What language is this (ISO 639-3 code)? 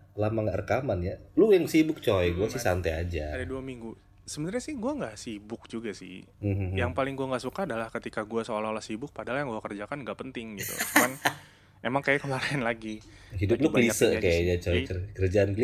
ind